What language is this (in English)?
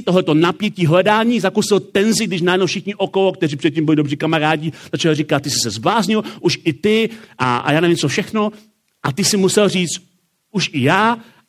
Czech